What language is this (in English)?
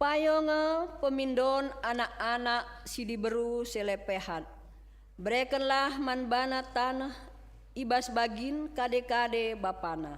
Batak Karo